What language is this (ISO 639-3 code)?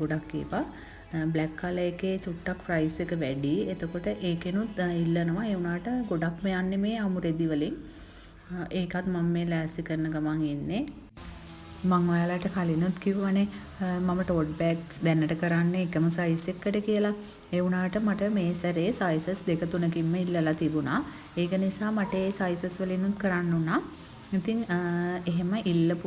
sin